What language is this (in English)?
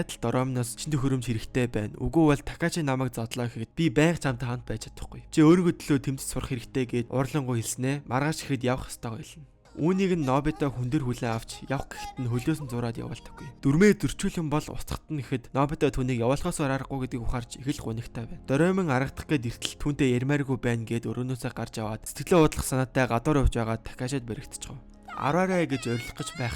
Mongolian